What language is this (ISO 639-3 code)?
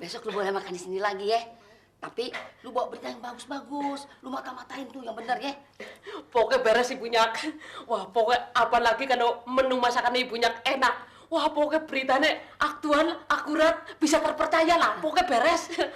bew